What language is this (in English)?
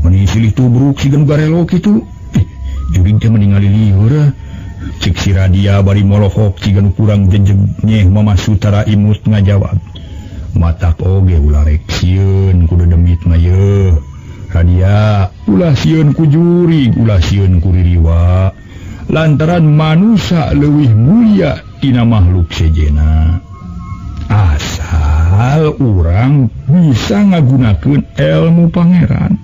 Sundanese